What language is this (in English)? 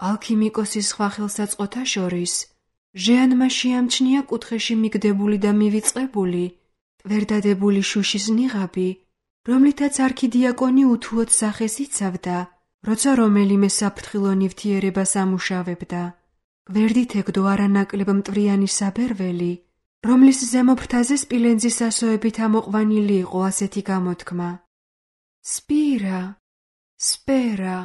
Georgian